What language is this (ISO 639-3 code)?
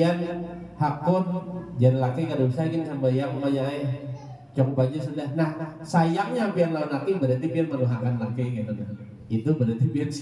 bjn